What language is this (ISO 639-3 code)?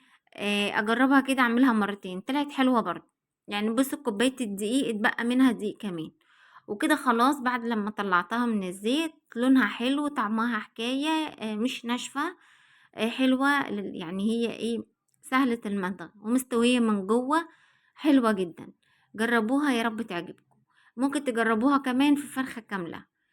arz